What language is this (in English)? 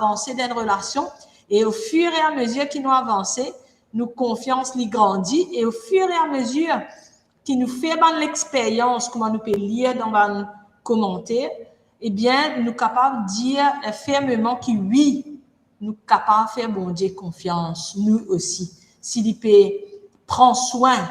Morisyen